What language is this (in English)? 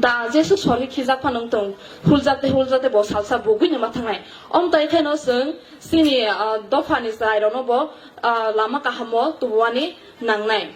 Kok Borok